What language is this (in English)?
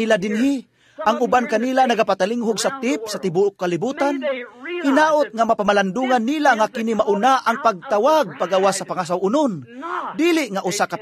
Cebuano